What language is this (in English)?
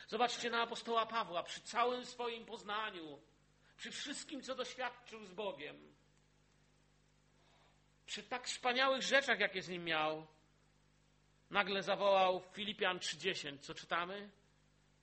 Polish